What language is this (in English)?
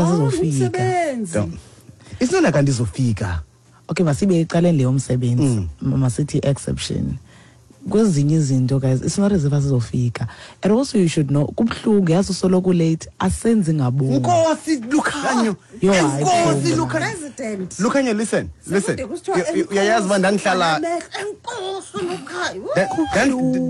Xhosa